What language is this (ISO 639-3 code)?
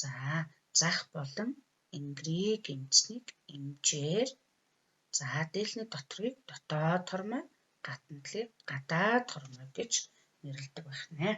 mon